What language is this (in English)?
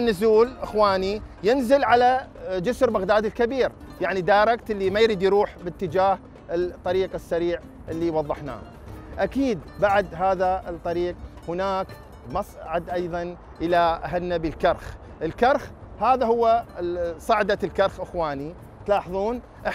Mesopotamian Arabic